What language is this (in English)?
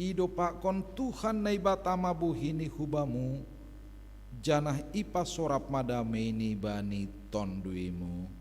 Batak Simalungun